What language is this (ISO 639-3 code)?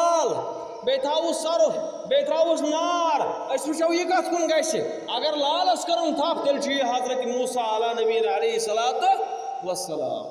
kas